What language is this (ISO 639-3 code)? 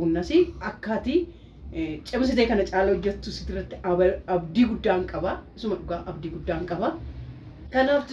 orm